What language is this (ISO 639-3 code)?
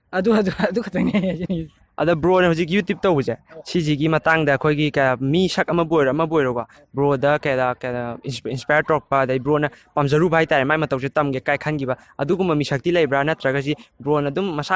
mni